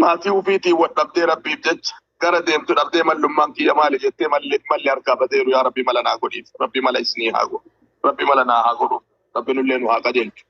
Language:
Oromo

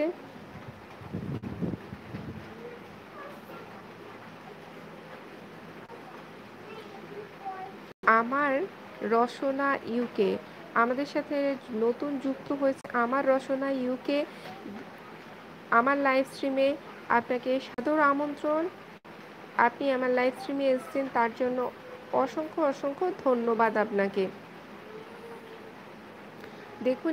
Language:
Bangla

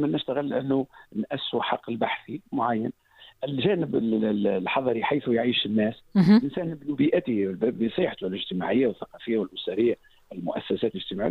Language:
Tunisian Arabic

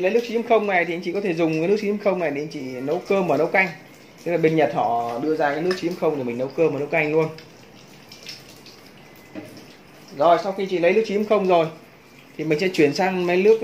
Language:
Vietnamese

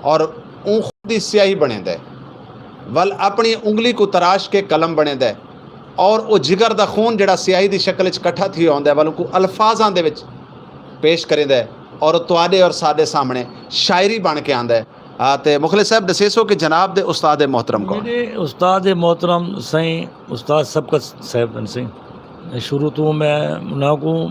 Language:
Saraiki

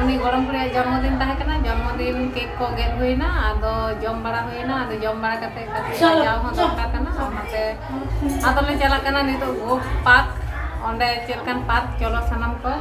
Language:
Santali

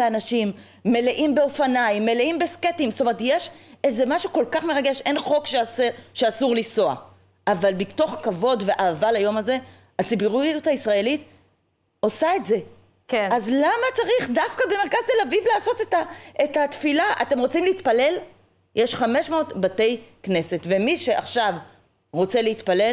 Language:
Hebrew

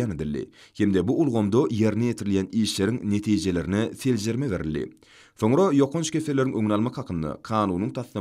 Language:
Turkmen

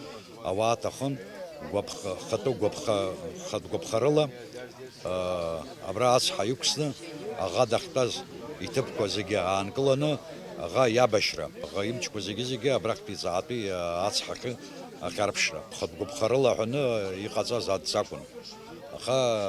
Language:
Abkhazian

